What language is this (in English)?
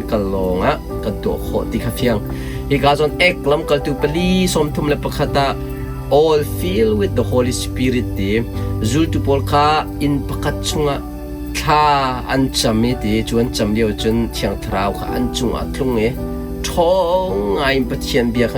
Hakha Chin